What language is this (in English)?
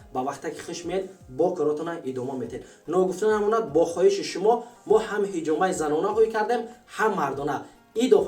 Tajik